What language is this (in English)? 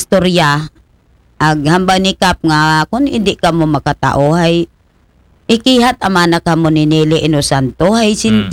Aklanon